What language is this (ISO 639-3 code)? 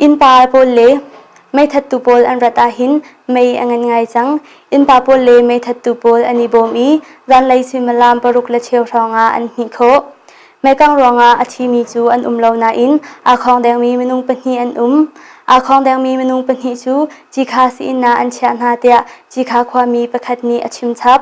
cnh